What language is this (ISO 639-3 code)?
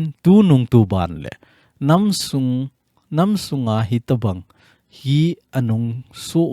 tcz